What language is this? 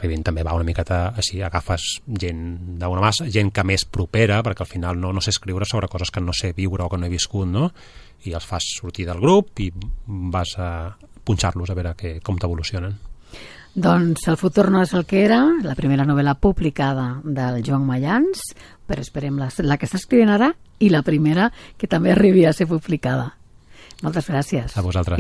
Catalan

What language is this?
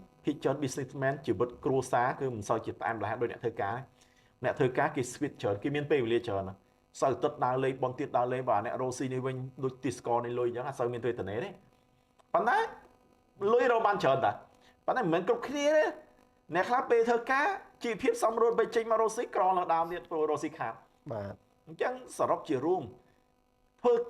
Khmer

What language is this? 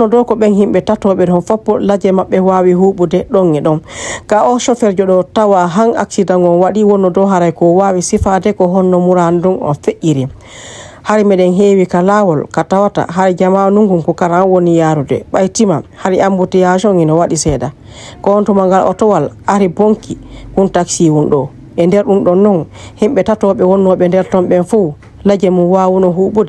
Fula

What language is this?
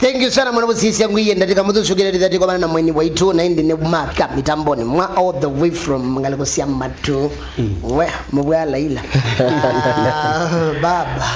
Kamba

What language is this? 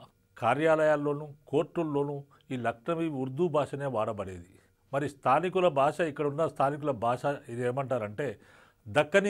Telugu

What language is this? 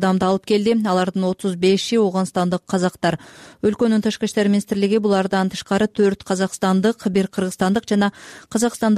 Kyrgyz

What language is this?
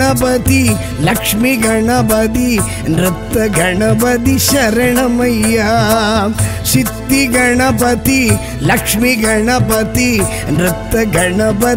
Tamil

